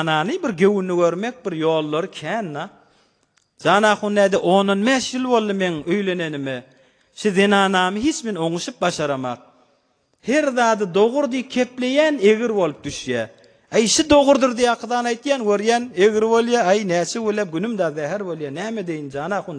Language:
Turkmen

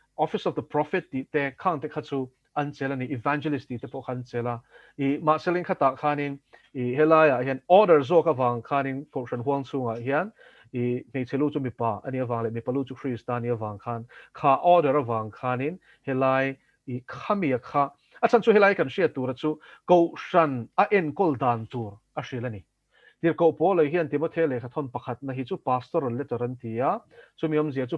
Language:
Mizo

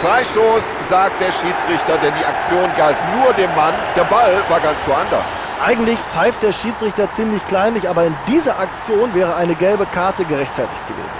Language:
Bavarian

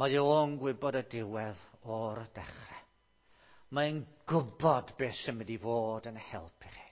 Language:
Welsh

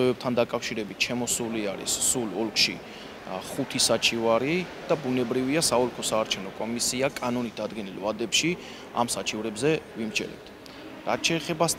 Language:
Georgian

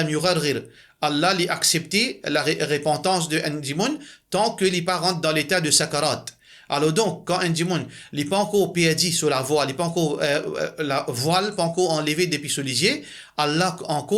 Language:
Morisyen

